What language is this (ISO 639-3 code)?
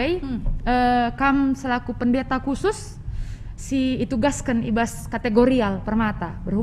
btx